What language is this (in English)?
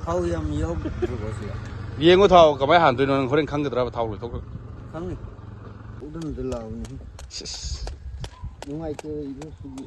Manipuri